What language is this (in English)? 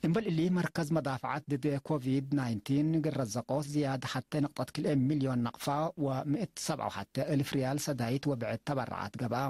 Tigre